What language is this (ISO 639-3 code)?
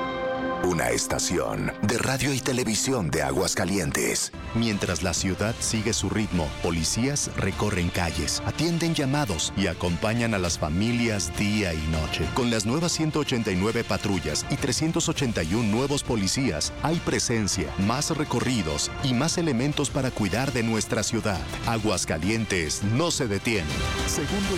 spa